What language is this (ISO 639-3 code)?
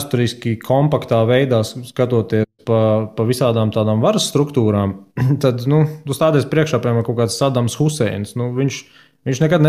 lav